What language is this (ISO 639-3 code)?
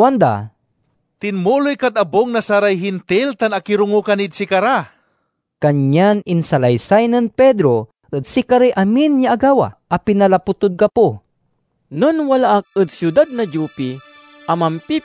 pag